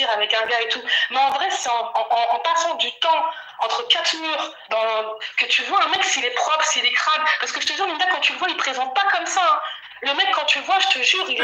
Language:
French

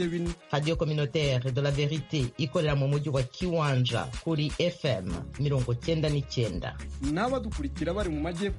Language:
Kinyarwanda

